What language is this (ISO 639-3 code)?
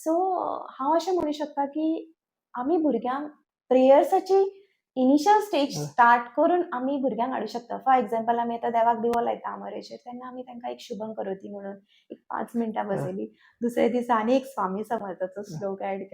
kok